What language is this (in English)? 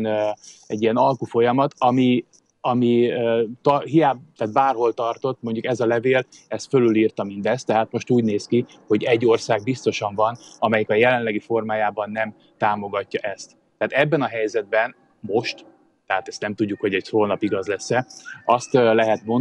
Hungarian